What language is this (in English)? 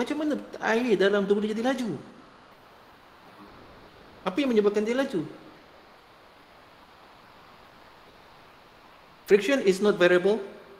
Malay